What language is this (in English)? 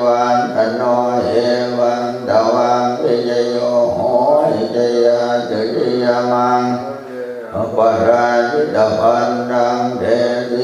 Pali